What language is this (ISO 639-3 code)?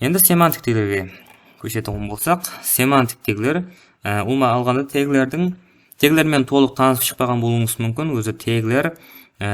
kaa